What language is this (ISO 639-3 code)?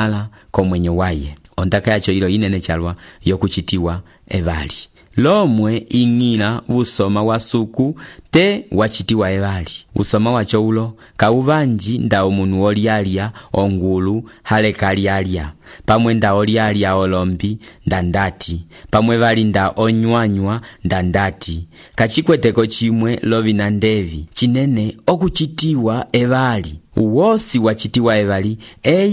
umb